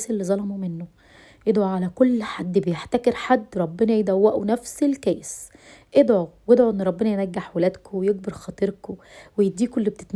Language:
Egyptian Arabic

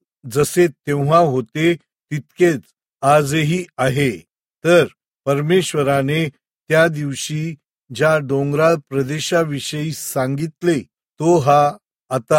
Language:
Marathi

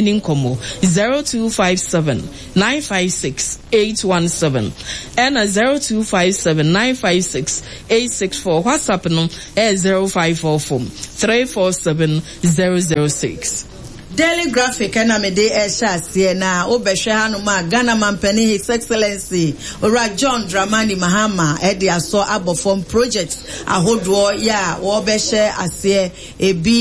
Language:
Akan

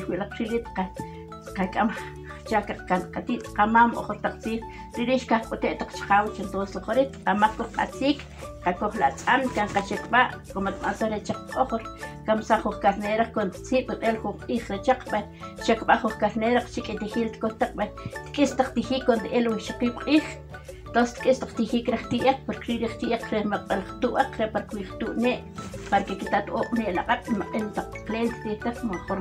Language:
Uspanteco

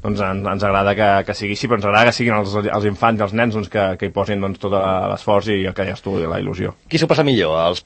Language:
Catalan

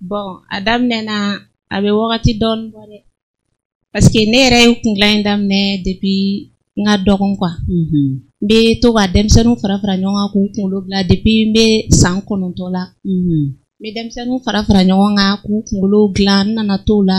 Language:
Bambara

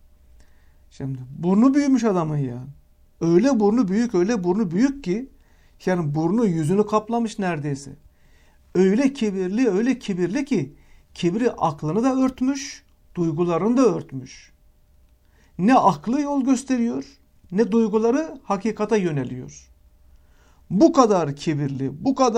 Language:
Turkish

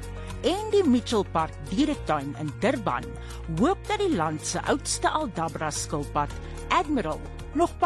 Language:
Afrikaans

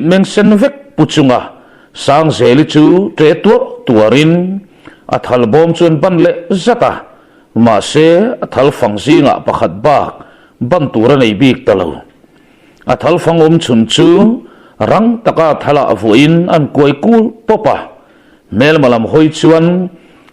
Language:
Mizo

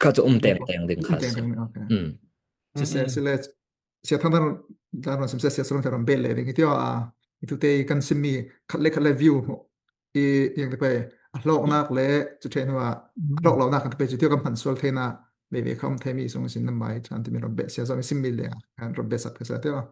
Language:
Falam Chin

